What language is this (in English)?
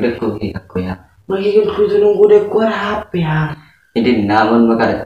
Madurese